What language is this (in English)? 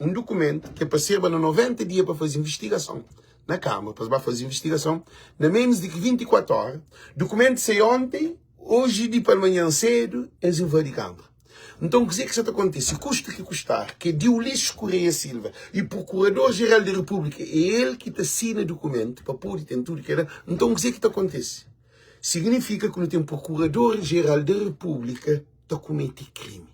Kabuverdianu